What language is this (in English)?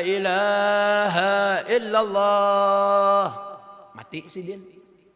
Banjar